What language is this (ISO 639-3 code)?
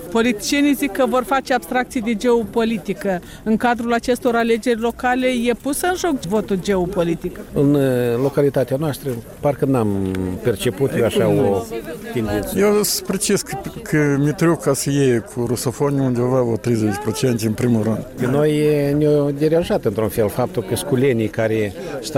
ron